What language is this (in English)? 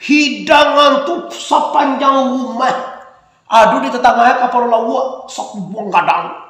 Minangkabau